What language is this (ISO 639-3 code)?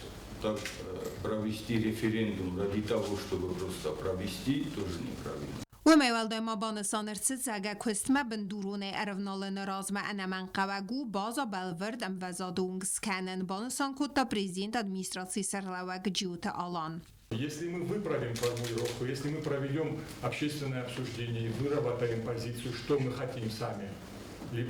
oss